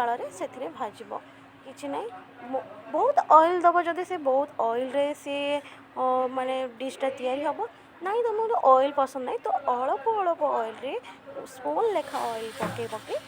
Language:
Odia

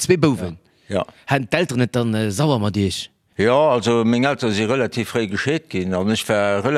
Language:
Luxembourgish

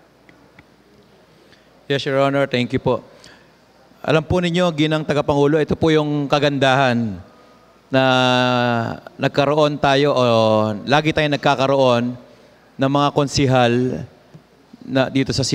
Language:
Filipino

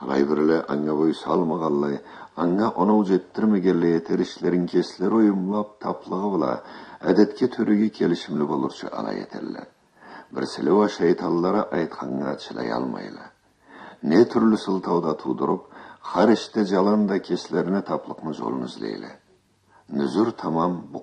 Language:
Karachay-Balkar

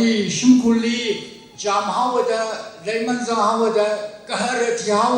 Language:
Tangkhul Naga (India)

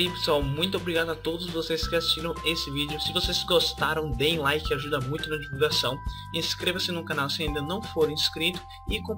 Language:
Portuguese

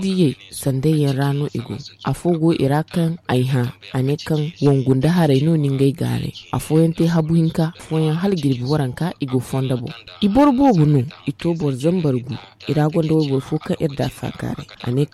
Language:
Zarma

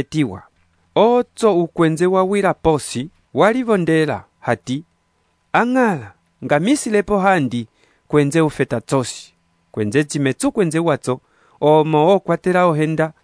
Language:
Umbundu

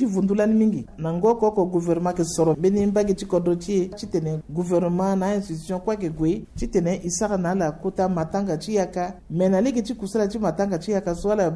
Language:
Sango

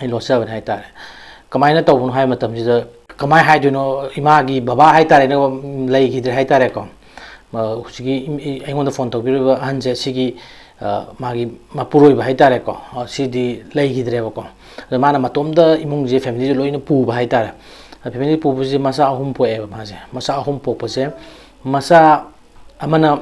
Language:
Manipuri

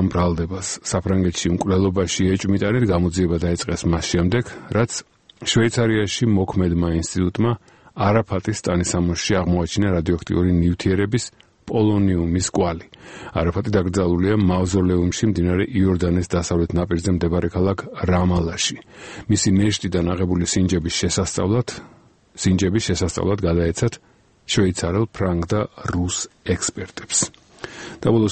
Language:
Georgian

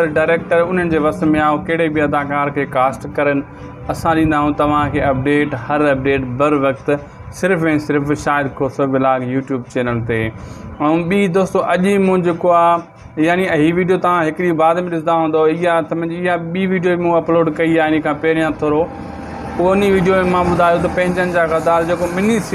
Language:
Sindhi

